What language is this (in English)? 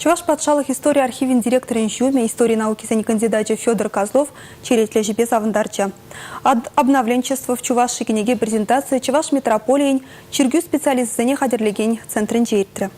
Chuvash